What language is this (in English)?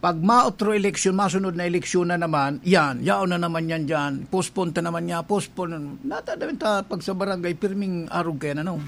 Bikol